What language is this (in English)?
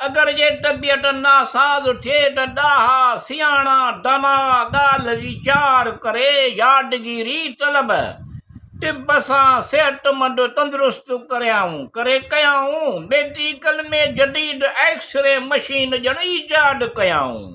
Sindhi